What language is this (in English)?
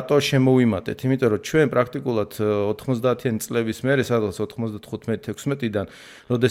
Georgian